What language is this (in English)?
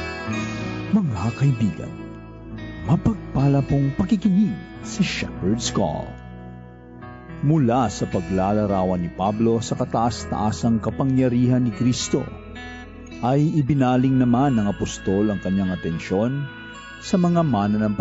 Filipino